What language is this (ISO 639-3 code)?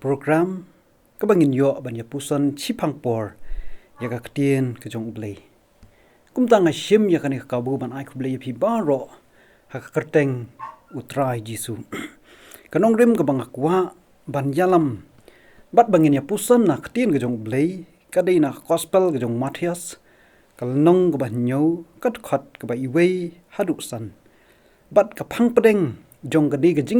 kha